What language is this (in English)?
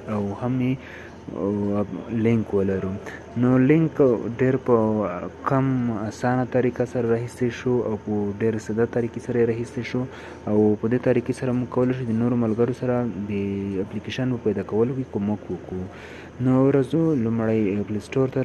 Pashto